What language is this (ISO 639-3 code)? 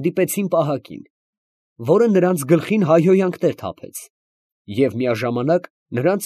hye